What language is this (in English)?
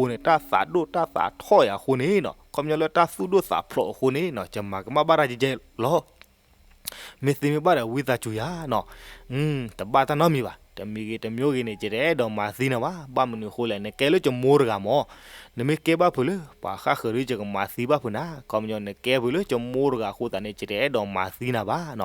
S'gaw Karen